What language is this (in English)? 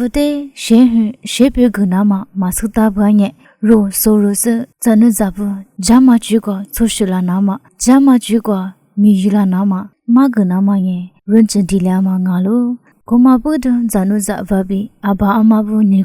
Lisu